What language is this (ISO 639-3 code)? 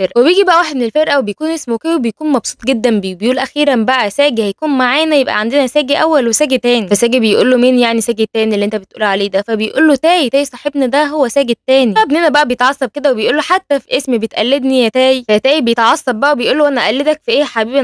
arz